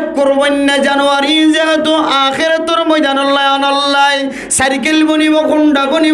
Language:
Rohingya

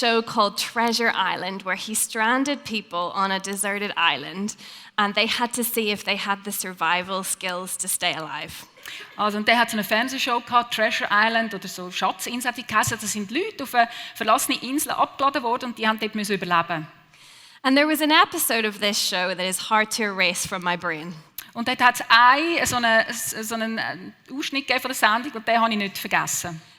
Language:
Swiss German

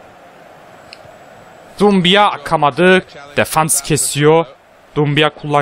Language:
Turkish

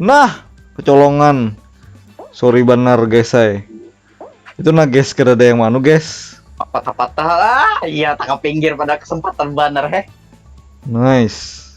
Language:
Banjar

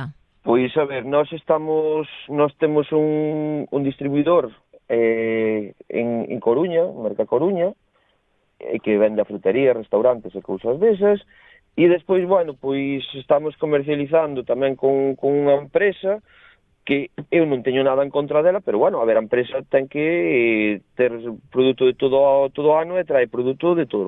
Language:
Galician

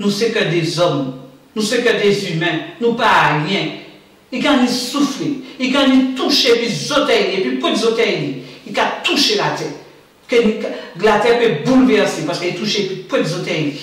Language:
Guadeloupean Creole French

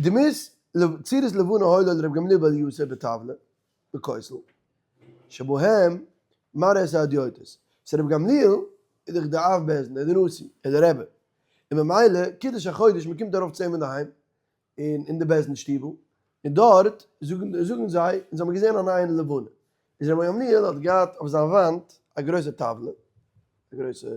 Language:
Yiddish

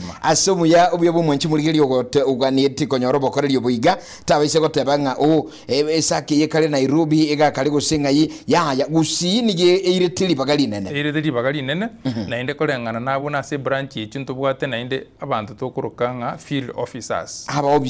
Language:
Gusii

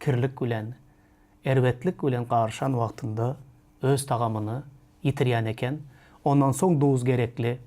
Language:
Turkmen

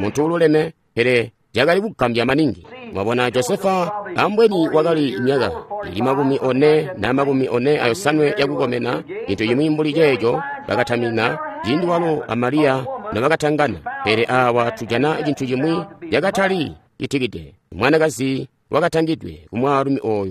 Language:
Tonga (Zambia)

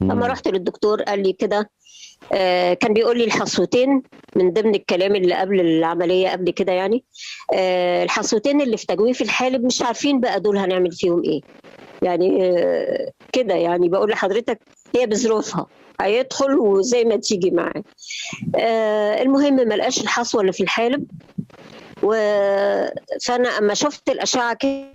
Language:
Egyptian Arabic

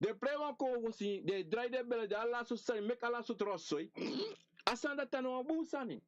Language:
Sranan Tongo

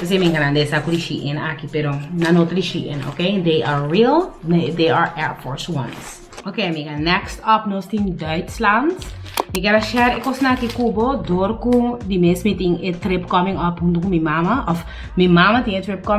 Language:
Papiamento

